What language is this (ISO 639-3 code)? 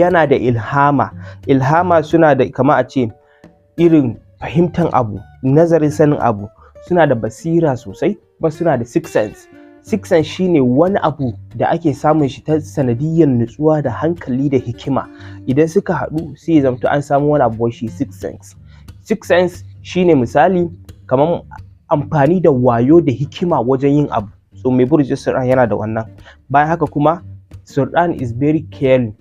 hau